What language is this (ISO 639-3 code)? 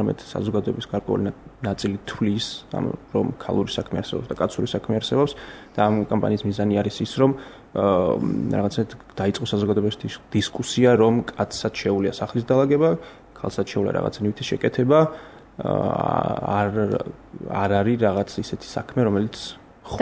kat